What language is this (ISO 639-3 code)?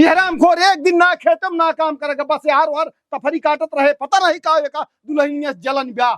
awa